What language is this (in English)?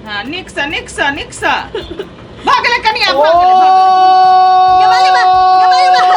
Maithili